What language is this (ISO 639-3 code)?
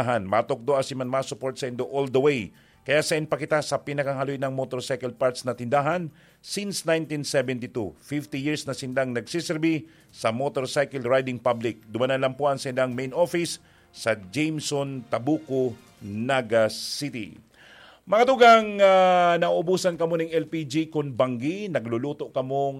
bik